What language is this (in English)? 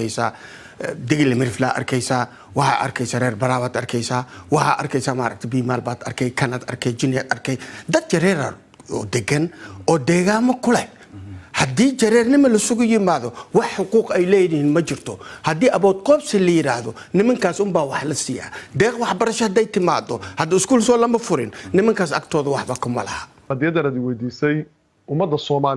Somali